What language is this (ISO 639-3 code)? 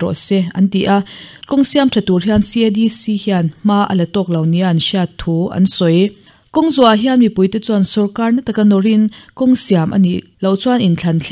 lus